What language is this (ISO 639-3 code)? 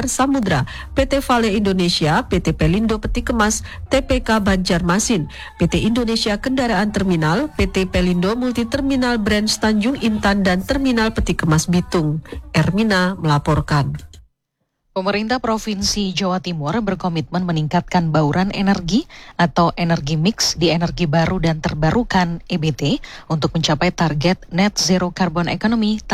ind